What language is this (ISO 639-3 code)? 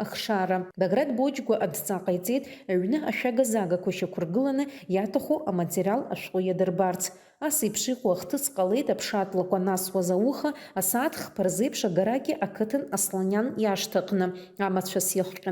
abk